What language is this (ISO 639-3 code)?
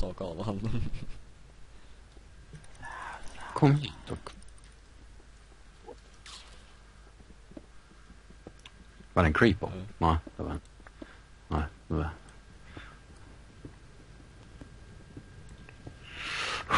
swe